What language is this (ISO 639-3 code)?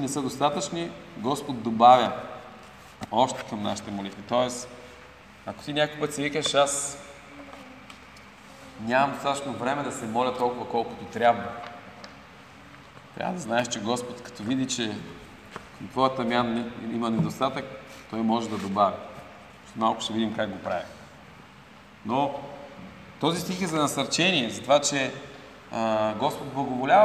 bul